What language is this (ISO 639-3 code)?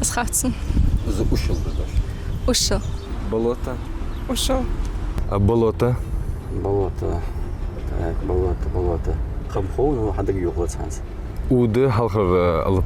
inh